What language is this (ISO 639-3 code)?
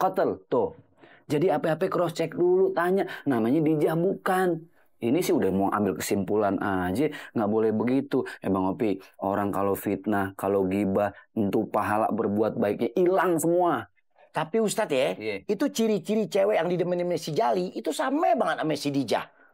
bew